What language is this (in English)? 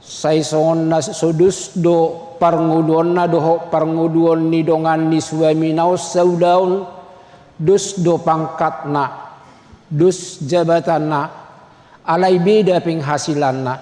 Batak Toba